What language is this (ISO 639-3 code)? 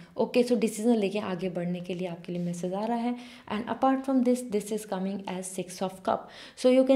hin